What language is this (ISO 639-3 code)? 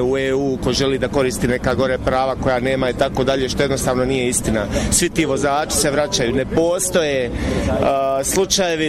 bos